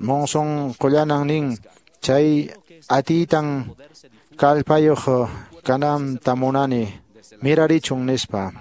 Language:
Quechua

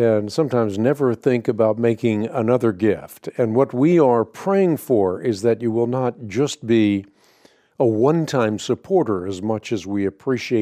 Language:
English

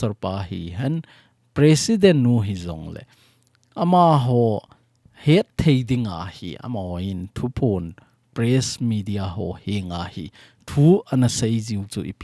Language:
Thado Chin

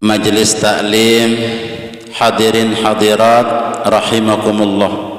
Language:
Sasak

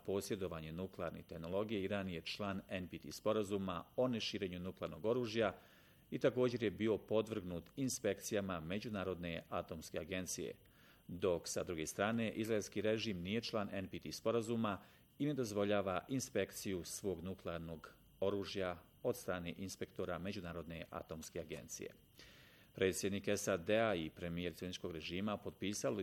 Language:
Bosnian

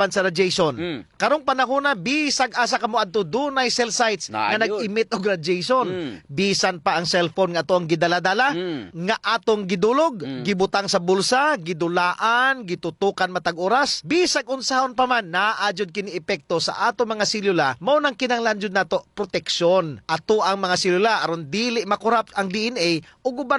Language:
Cebuano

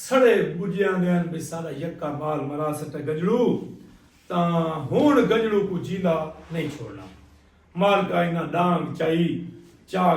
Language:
Saraiki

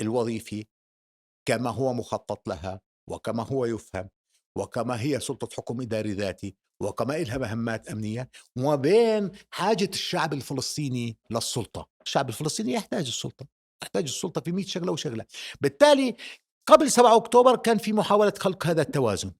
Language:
North Levantine Arabic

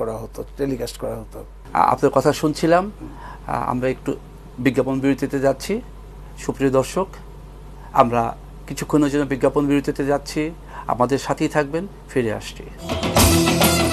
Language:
Bangla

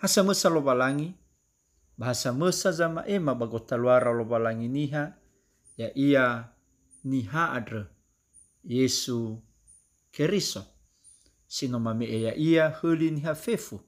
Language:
Nias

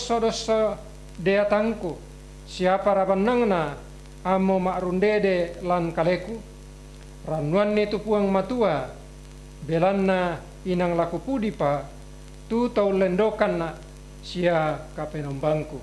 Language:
Toraja-Sa'dan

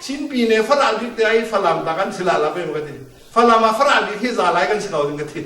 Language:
Falam Chin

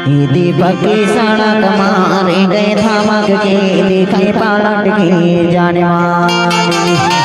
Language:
Chhattisgarhi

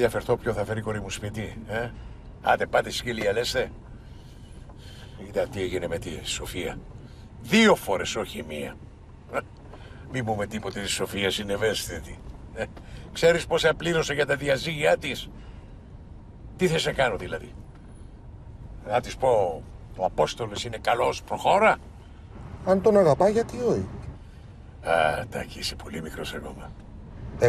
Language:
Greek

